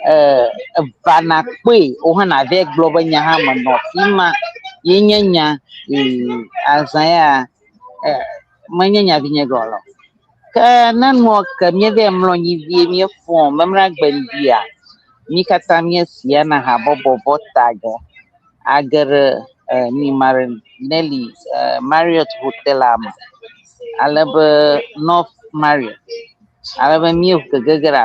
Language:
Ewe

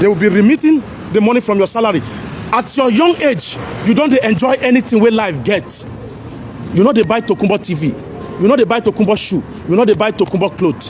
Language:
Nigerian Pidgin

